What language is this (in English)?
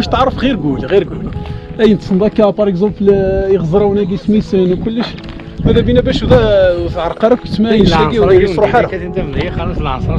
Algerian Arabic